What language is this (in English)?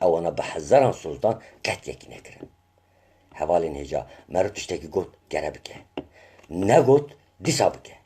Kurdish